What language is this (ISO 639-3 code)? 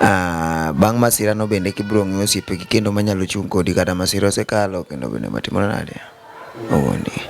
luo